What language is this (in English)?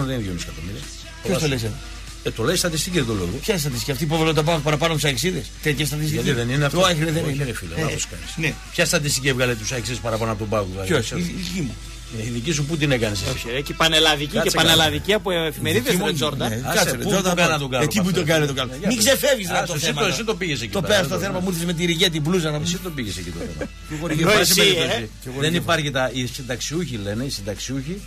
Greek